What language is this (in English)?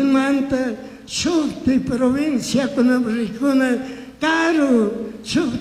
Chimborazo Highland Quichua